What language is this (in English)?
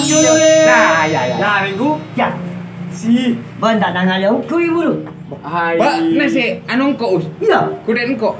Madurese